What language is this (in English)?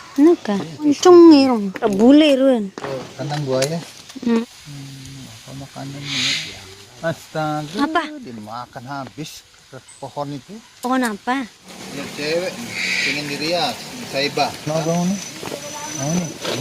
Sasak